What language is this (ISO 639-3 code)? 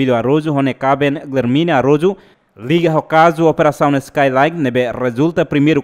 tet